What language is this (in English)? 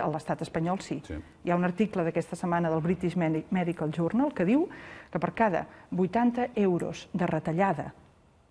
Catalan